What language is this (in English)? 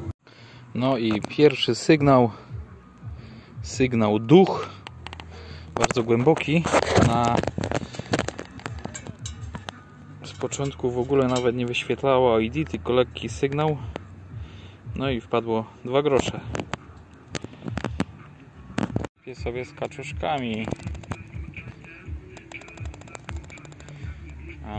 Polish